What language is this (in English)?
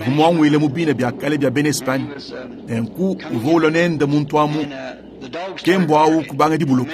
Luba-Lulua